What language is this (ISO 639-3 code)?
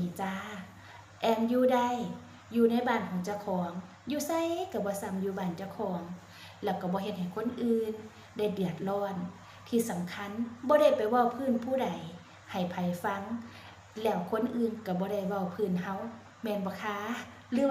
tts